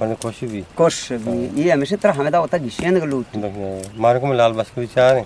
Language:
Eastern Balochi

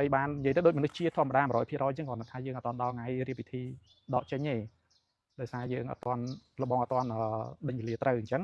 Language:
Khmer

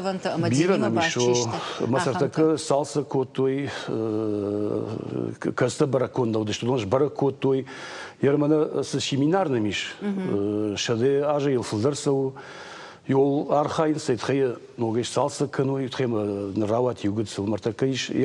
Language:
Ossetic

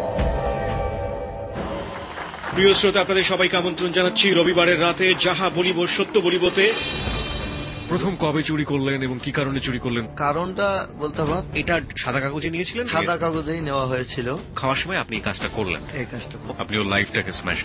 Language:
Bangla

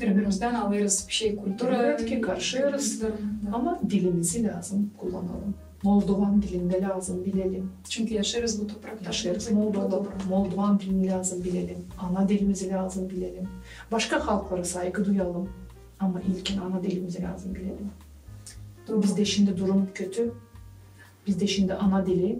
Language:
Gagauz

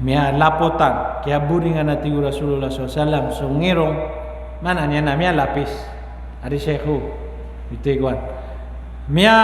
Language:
Maranao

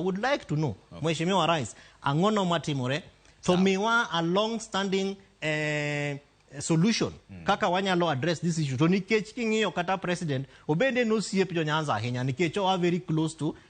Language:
Luo (Kenya and Tanzania)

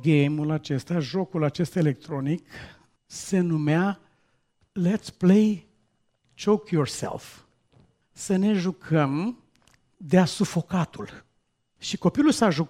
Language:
Romanian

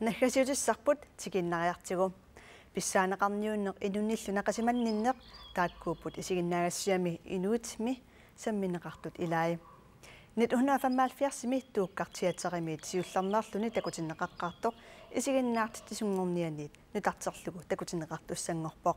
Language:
Kalaallisut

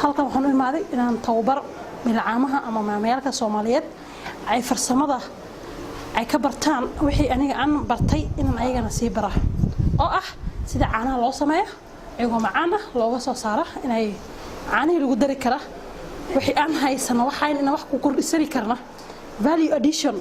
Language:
Somali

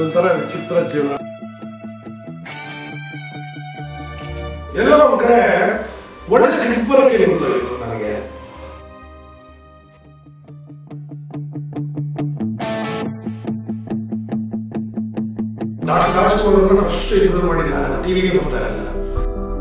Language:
Kannada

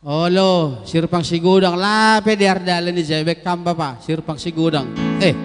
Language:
Batak Simalungun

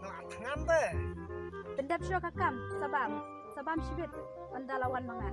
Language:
Khasi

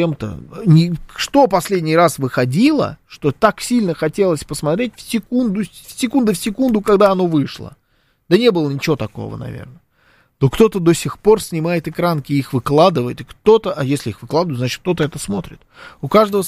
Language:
Russian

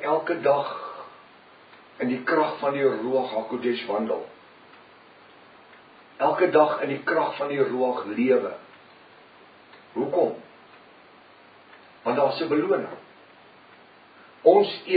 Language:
Afrikaans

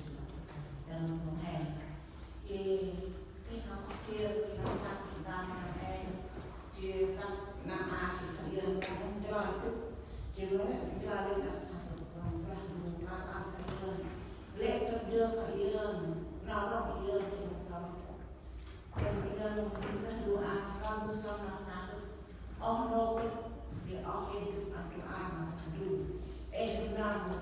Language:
Central Mnong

